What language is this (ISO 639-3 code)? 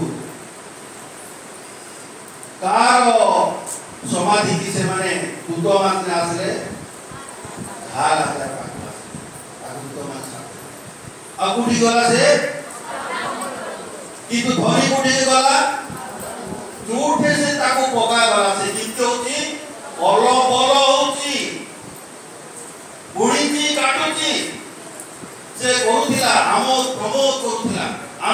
ori